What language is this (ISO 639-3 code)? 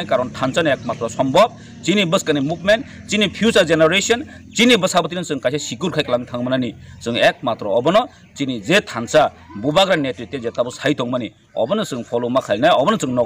trp